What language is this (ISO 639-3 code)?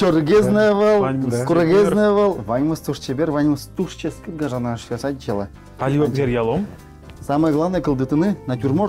udm